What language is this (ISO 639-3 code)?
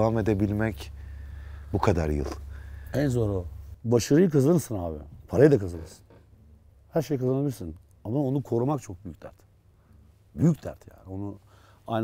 tur